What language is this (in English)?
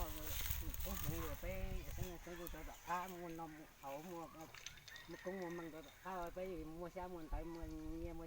Hmong